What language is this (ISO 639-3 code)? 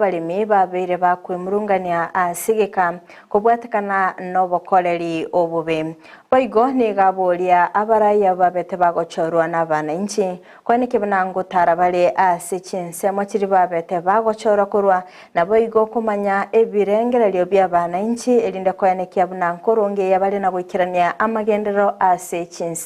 guz